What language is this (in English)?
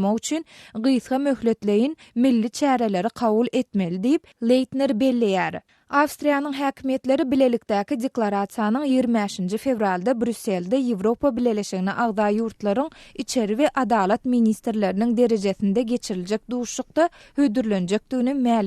Turkmen